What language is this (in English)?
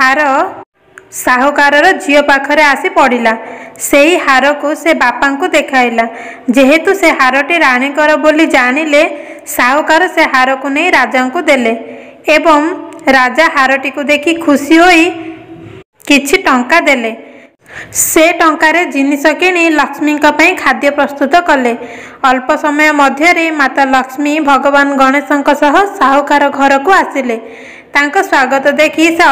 Odia